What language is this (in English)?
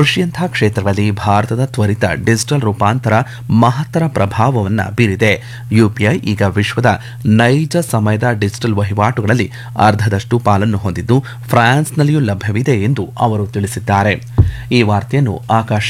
Kannada